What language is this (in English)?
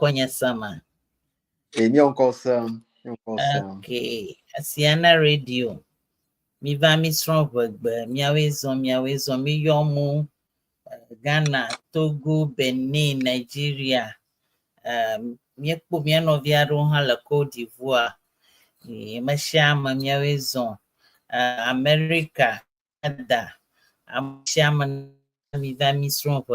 Ewe